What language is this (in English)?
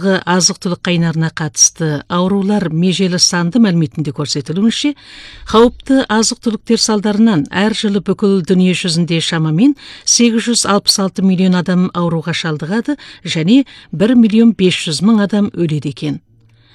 Kazakh